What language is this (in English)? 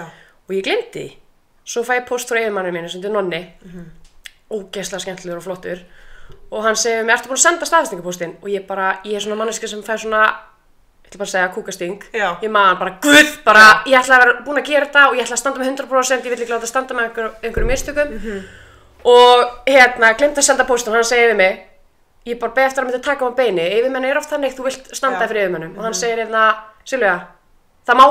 Icelandic